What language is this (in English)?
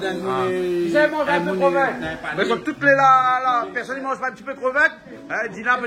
Réunion Creole French